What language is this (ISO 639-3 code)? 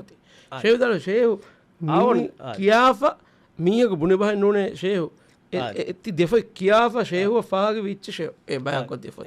div